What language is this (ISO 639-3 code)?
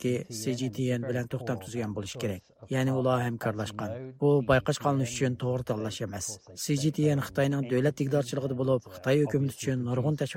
uig